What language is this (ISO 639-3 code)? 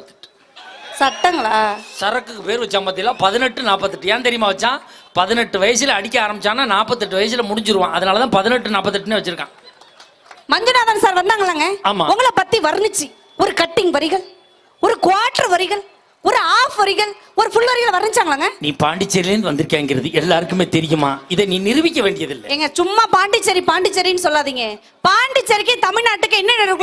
tam